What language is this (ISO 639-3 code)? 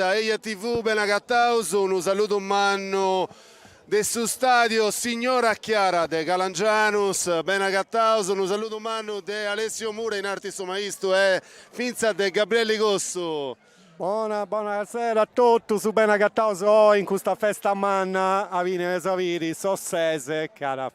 srd